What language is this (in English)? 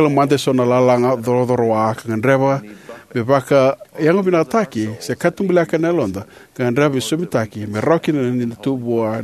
Fijian